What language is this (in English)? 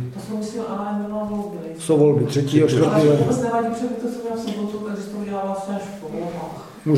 Czech